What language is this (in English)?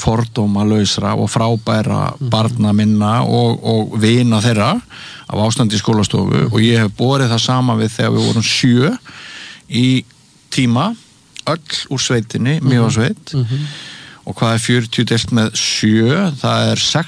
Icelandic